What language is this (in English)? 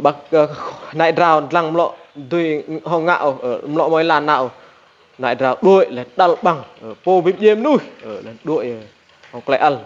Rade